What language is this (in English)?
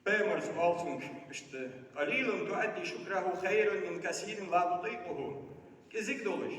Ingush